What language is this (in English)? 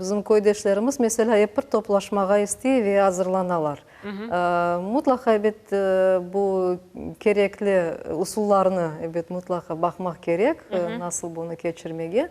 Crimean Tatar